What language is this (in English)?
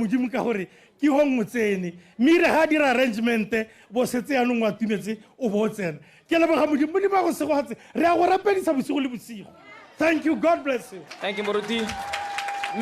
Tswana